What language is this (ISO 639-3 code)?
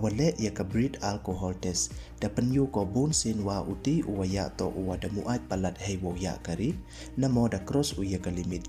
pbv